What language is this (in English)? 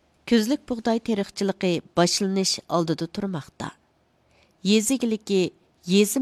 Uyghur